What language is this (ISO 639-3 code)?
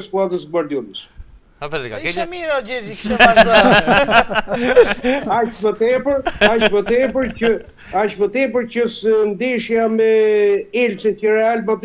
sqi